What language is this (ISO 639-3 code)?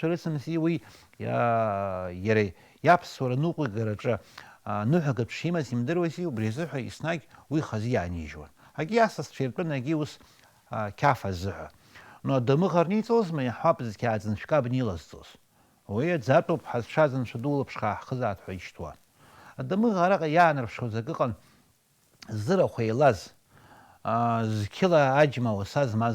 abk